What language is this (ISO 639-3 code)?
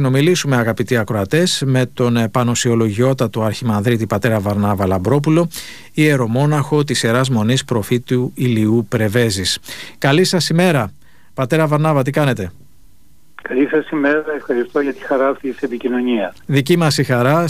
ell